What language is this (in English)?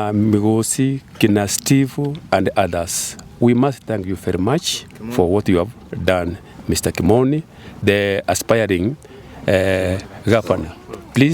Gusii